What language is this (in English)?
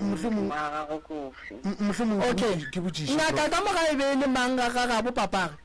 Northern Sotho